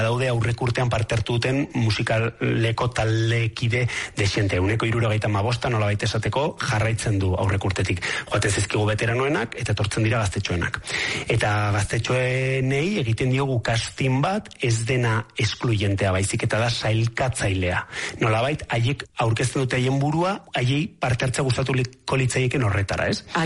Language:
Basque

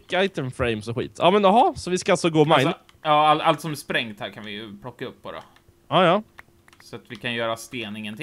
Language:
Swedish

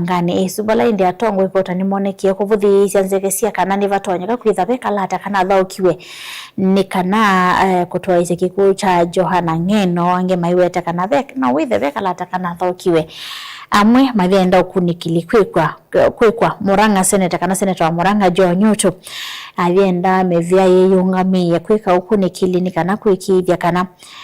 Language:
Kamba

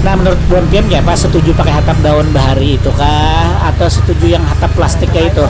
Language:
Banjar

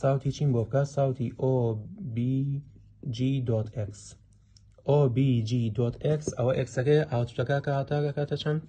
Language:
Central Kurdish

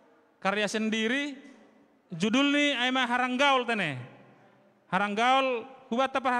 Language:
Batak Simalungun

